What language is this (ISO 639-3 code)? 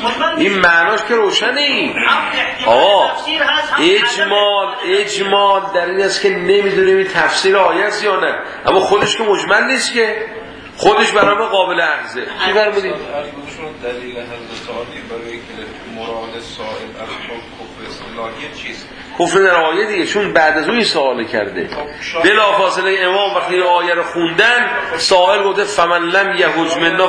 fas